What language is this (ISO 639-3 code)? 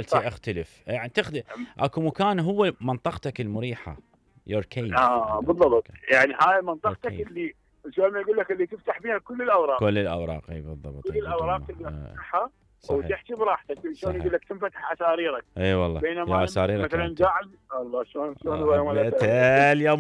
acm